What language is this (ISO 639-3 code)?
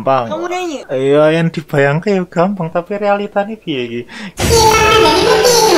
jav